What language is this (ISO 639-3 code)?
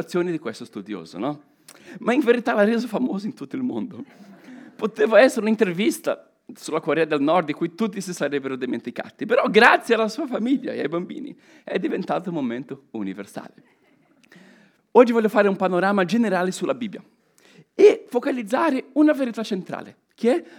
ita